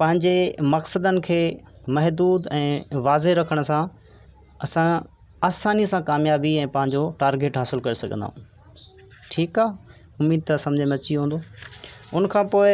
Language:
Sindhi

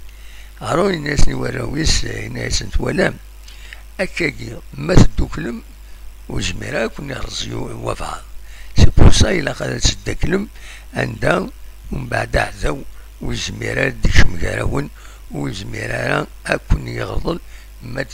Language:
Kabyle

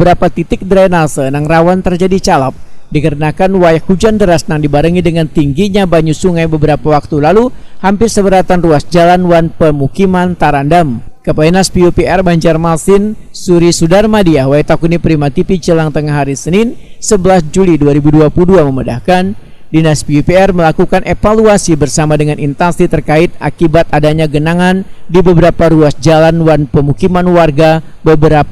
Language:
Banjar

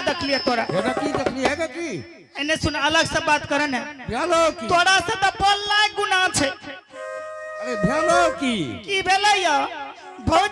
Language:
Angika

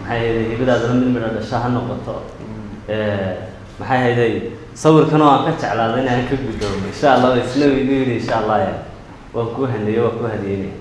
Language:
Somali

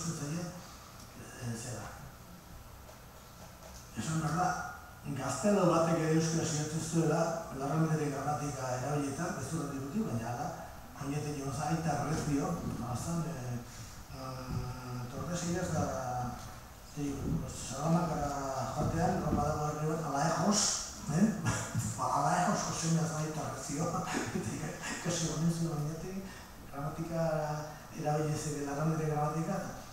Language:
Basque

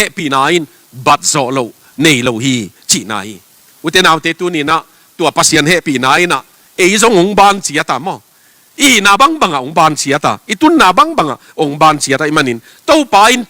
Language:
Tedim Chin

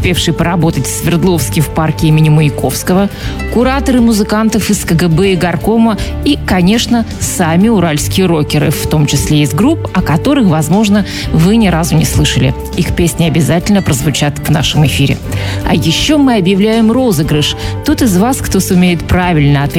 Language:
Russian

